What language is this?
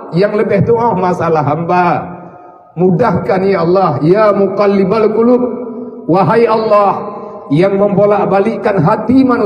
Achinese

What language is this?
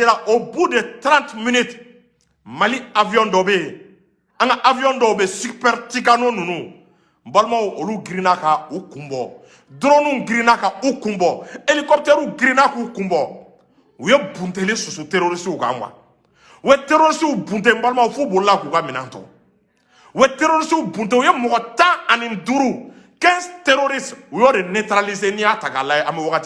Bambara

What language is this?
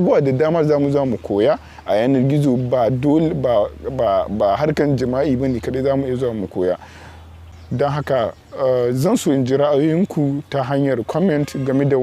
Hausa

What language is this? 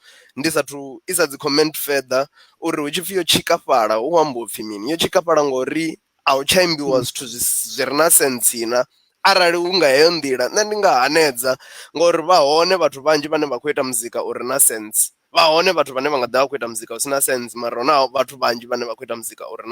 Venda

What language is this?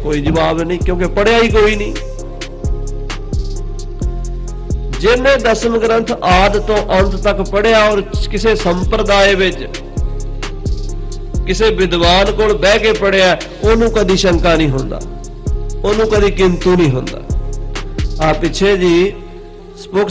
Punjabi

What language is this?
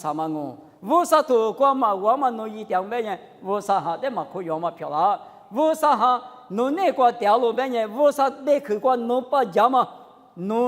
Lisu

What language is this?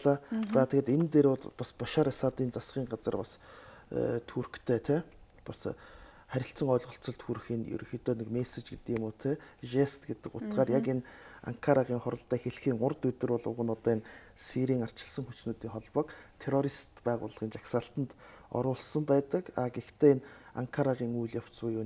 Mongolian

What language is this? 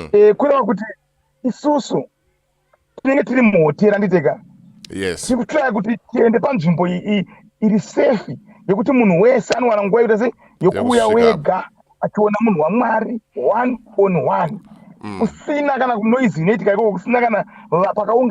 Shona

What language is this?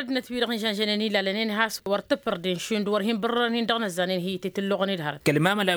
Tamasheq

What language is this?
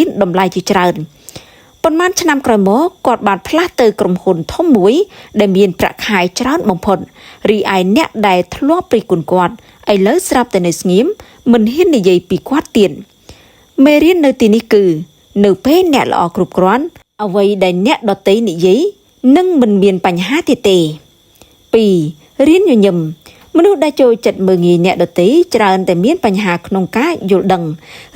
Khmer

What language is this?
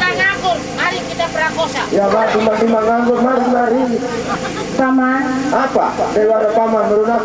Sasak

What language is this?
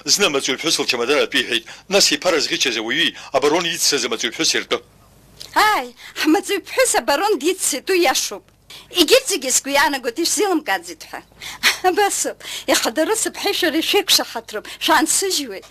Abkhazian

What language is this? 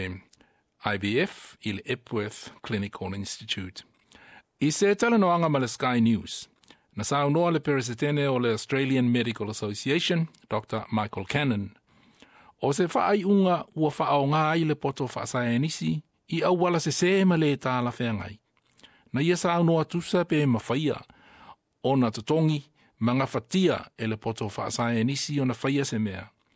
Samoan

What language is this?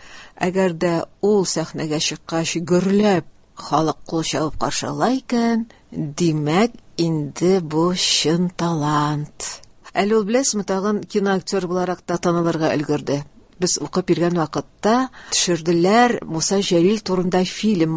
Tatar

